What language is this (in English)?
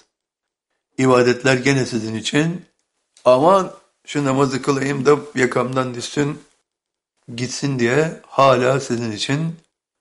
Turkish